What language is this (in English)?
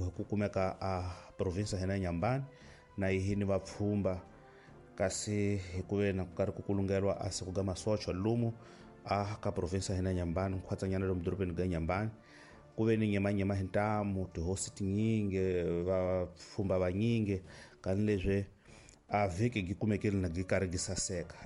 Tsonga